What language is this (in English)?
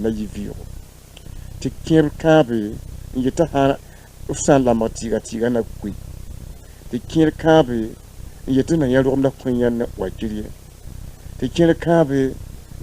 Mossi